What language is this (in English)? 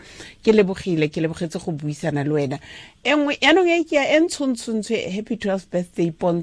Tswana